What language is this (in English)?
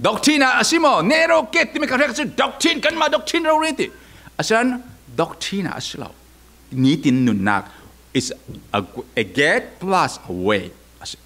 Falam Chin